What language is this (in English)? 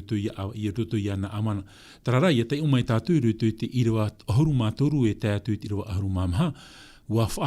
Tahitian